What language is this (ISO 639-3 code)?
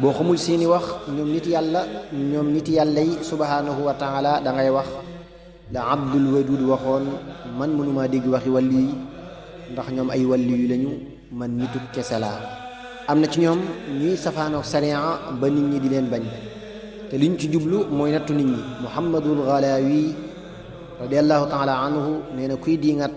wol